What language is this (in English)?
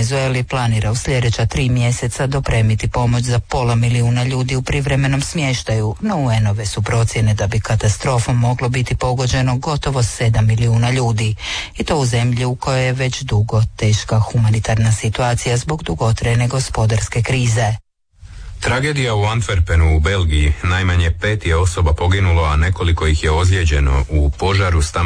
Croatian